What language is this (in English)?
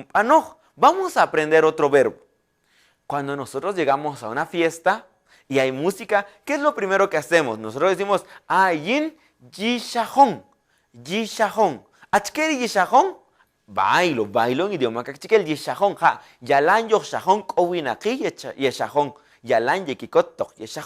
Kaqchikel